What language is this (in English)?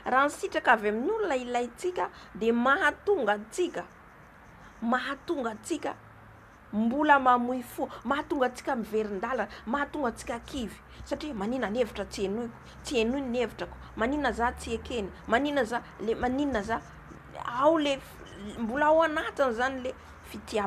Malagasy